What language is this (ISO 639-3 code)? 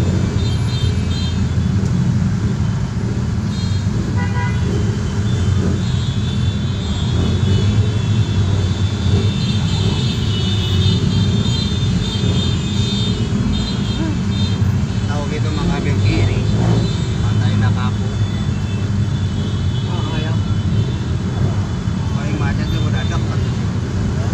ind